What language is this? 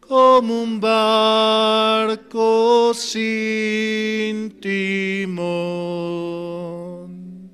South Bolivian Quechua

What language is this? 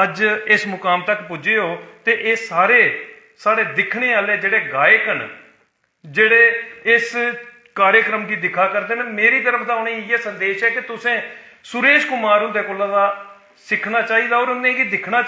Dogri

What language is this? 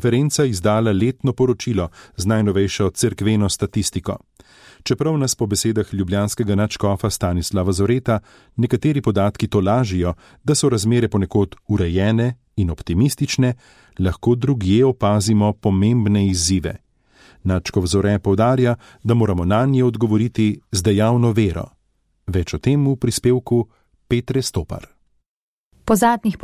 Slovenian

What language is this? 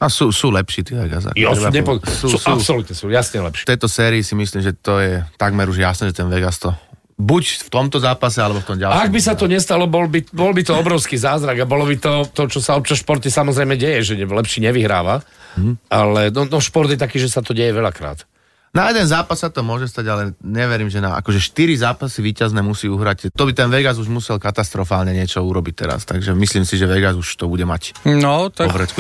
Slovak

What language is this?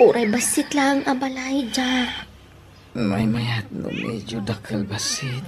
Iloko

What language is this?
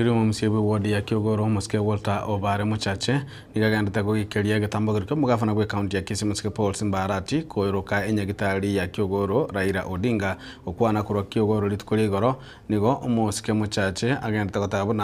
Gusii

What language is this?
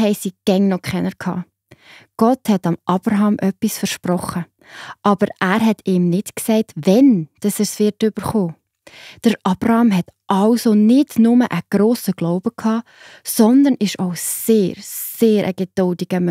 Swiss German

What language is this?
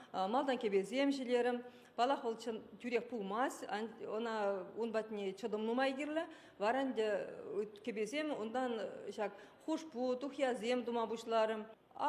Chuvash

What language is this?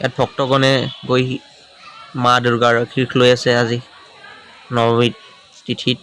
Assamese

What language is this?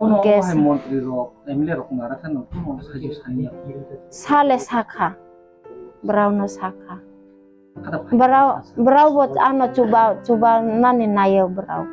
Kok Borok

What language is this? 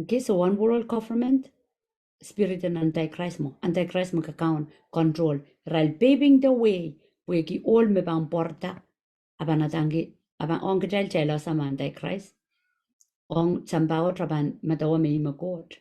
Pohnpeian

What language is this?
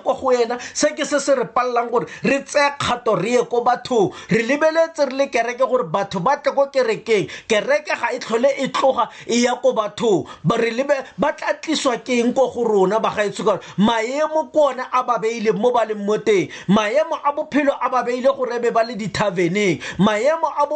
Tswana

